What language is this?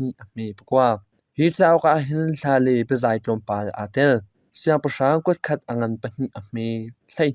Hakha Chin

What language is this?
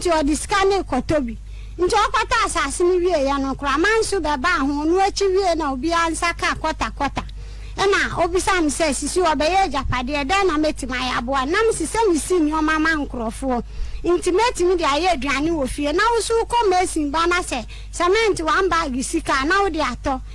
Akan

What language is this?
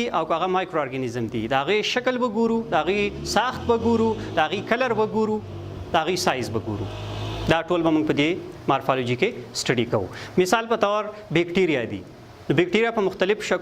Pashto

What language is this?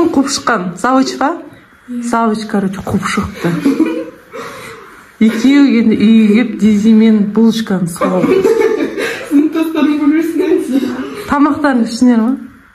Kazakh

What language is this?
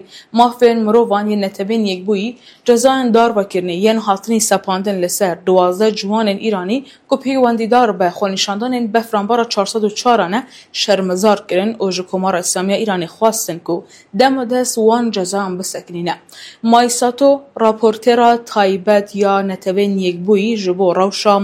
Kurdish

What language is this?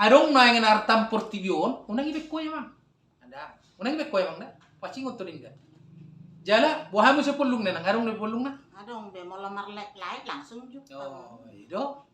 Batak Toba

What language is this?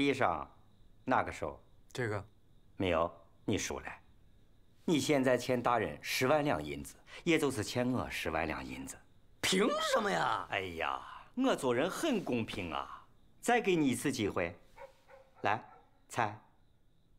Chinese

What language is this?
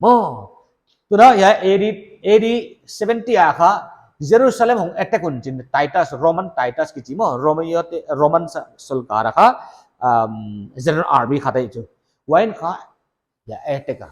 Paite Chin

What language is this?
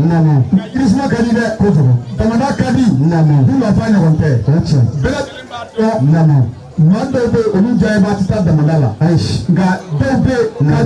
Bambara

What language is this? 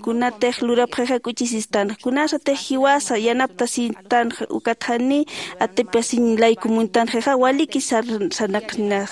Aymara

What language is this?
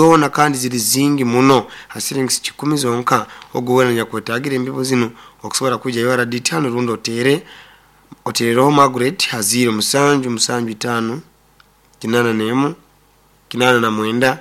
Nyoro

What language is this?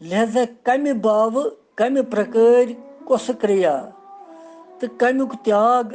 Kashmiri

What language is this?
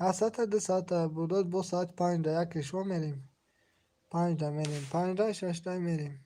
Tajik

